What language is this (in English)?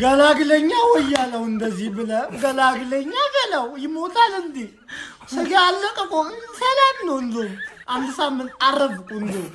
Amharic